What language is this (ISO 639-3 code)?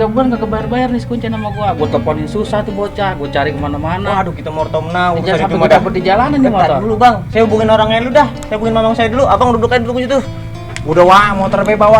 bew